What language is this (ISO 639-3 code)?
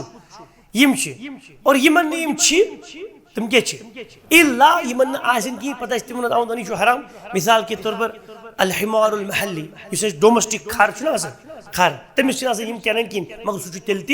kas